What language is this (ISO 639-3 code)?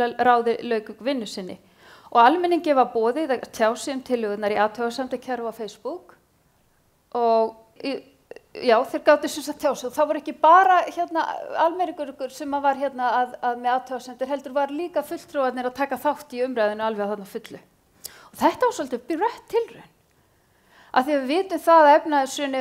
isl